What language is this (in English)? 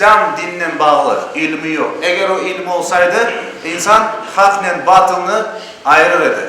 Crimean Tatar